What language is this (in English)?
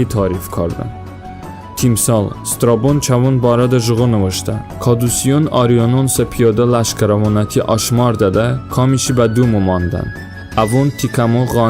Talysh